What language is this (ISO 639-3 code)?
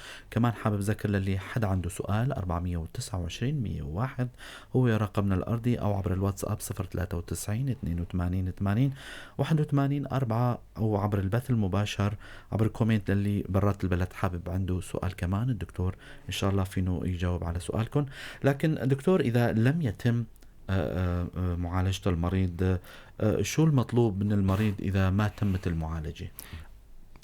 apc